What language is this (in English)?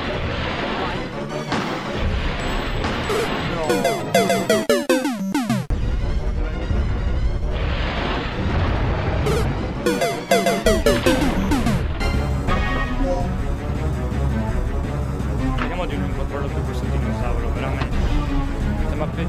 Italian